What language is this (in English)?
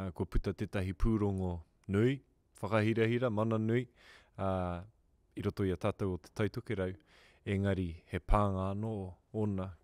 Māori